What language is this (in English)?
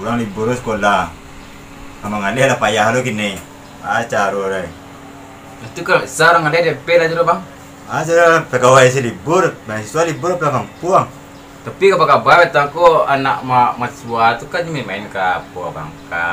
Minangkabau